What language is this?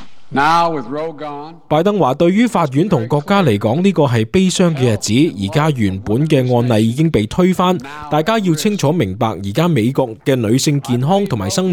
Cantonese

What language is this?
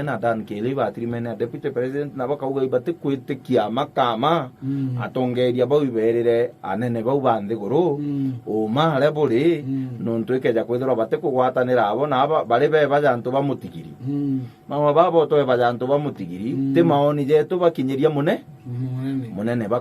Meru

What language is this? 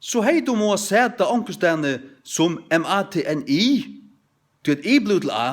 Faroese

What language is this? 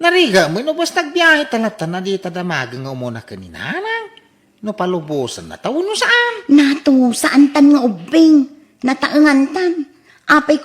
Iloko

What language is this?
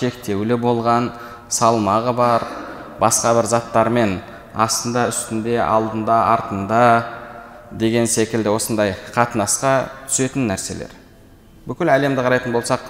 Kazakh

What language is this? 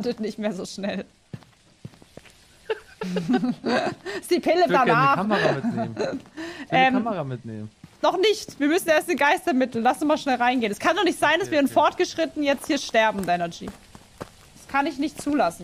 German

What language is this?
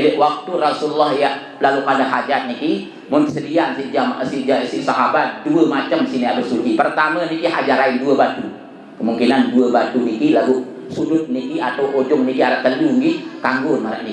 Sasak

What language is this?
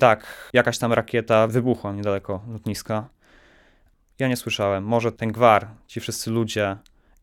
Polish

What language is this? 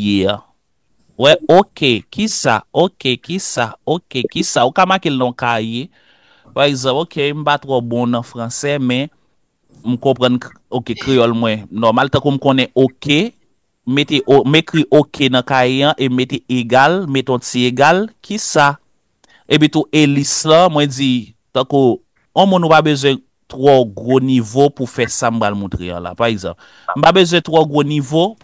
Haitian Creole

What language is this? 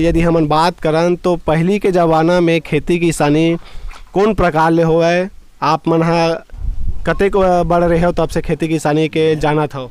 Chhattisgarhi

